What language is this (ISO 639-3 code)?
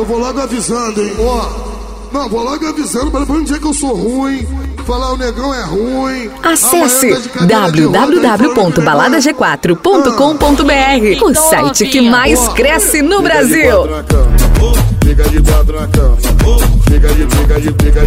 por